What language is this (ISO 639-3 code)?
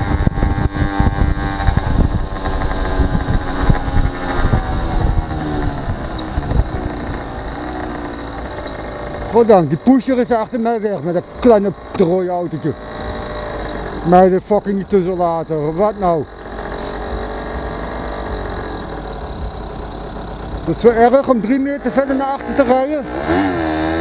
nld